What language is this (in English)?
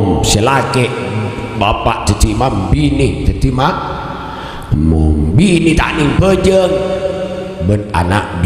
Madurese